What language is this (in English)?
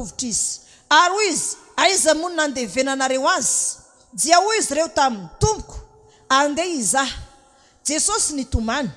Malagasy